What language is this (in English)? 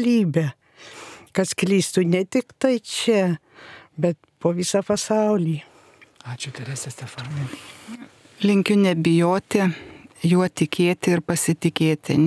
Lithuanian